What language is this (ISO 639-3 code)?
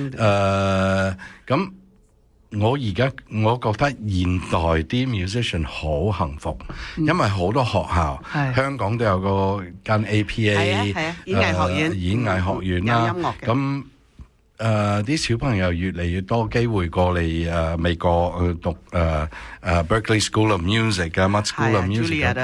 yue